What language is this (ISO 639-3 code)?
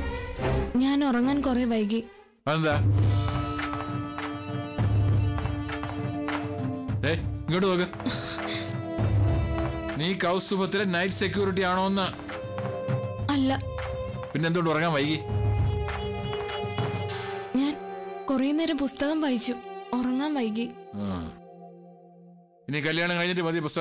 mal